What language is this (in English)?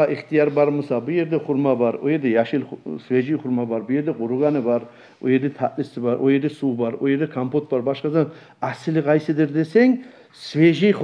Kumyk